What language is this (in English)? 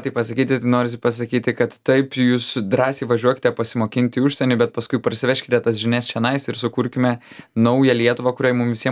Lithuanian